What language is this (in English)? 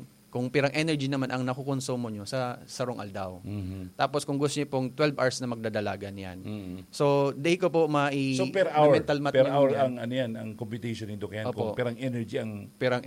Bikol